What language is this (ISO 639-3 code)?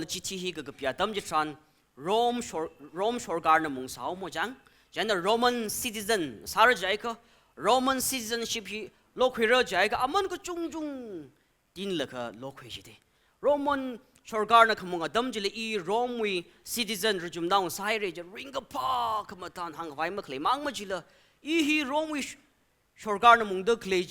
nmf